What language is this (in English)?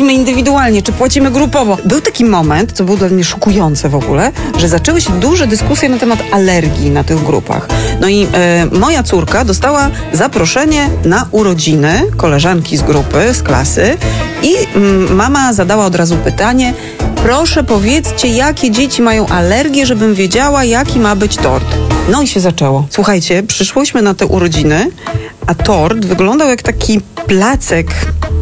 Polish